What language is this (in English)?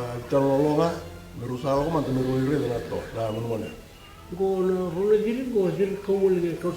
Fijian